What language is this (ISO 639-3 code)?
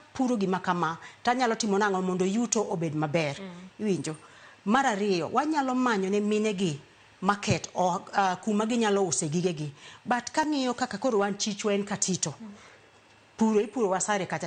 luo